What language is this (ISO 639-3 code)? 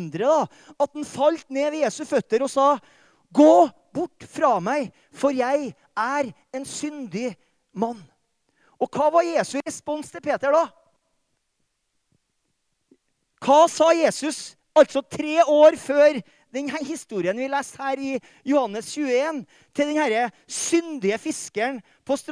nor